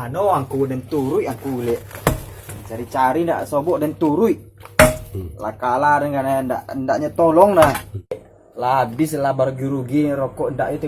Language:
Minangkabau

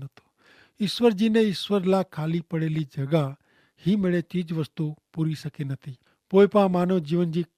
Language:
Kachhi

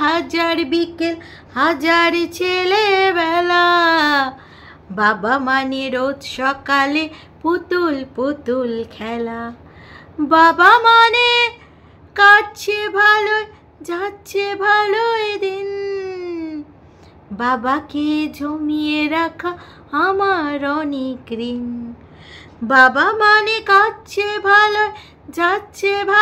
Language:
Bangla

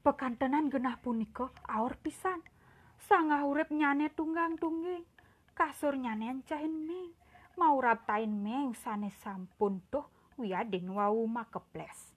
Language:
Balinese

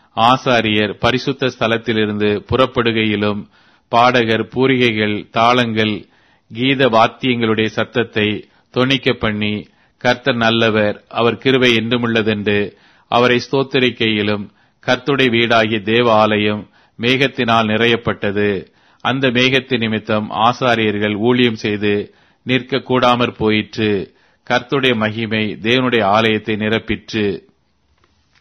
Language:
Tamil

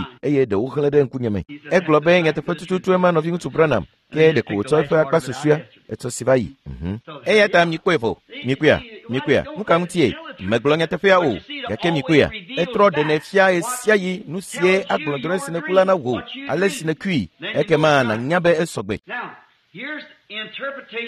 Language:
Ewe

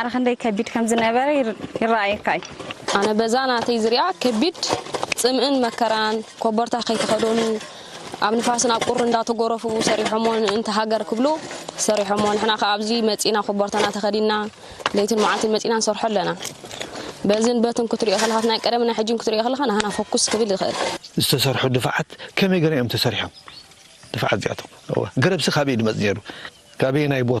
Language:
Tigrinya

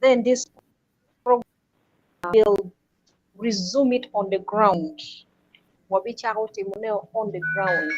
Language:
Acoli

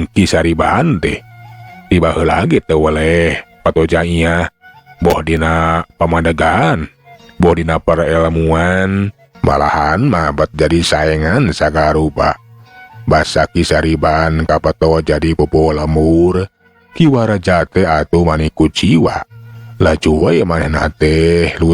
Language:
Sundanese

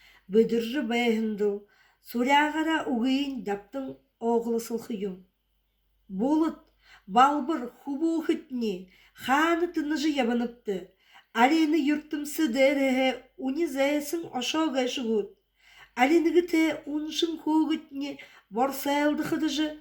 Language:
Buriat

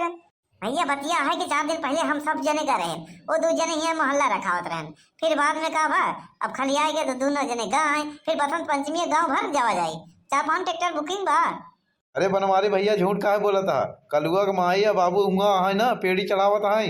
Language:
Awadhi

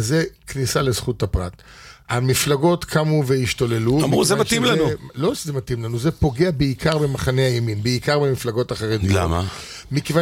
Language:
Hebrew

